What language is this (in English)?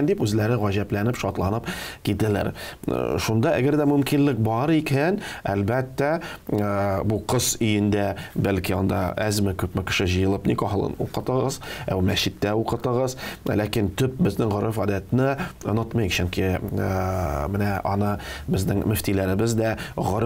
Tatar